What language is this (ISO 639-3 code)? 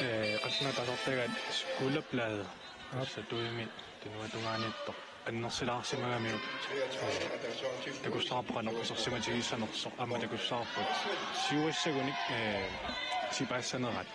kal